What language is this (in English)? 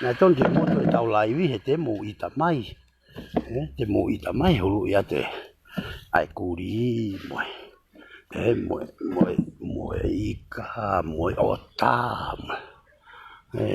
Tongan